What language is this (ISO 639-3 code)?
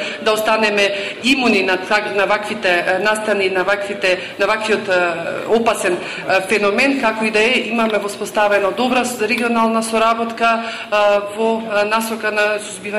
mkd